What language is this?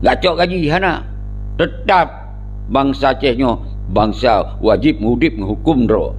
Achinese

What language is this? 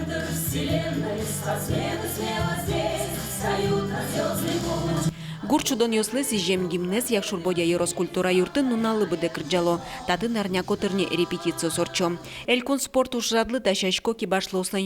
Udmurt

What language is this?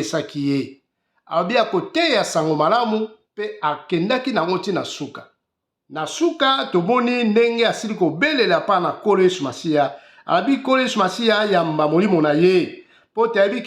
Lingala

